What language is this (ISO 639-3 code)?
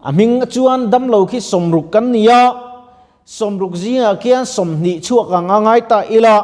lus